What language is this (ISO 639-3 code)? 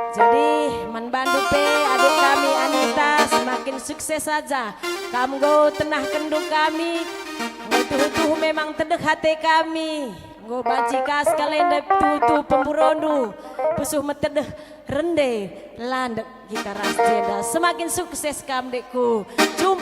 btx